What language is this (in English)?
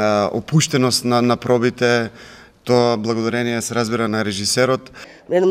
Macedonian